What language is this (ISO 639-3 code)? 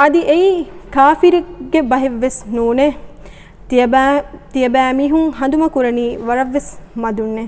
div